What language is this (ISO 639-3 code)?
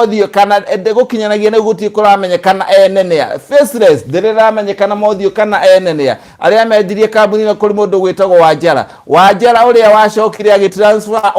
kik